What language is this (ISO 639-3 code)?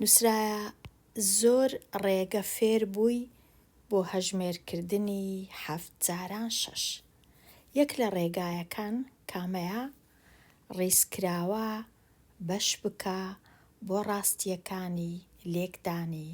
ckb